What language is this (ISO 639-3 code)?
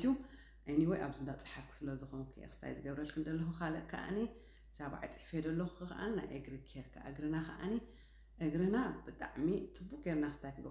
tir